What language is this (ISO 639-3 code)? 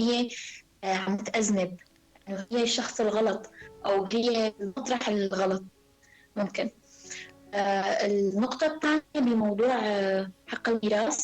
apc